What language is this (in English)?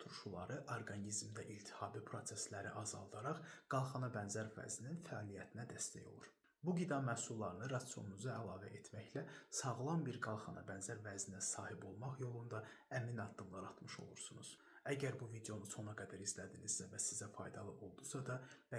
Azerbaijani